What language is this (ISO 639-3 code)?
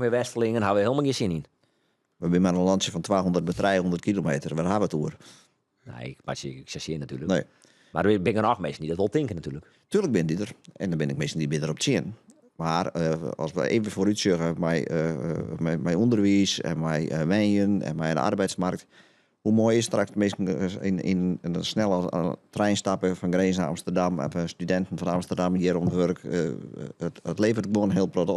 fry